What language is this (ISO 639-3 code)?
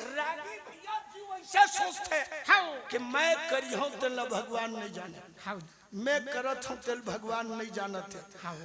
hne